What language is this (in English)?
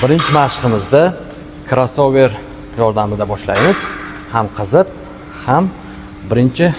Uzbek